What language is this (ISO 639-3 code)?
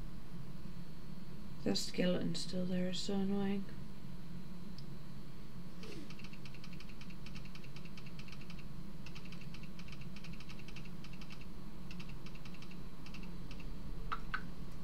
eng